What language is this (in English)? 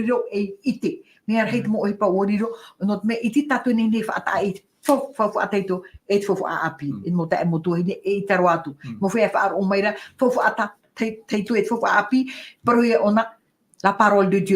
Tahitian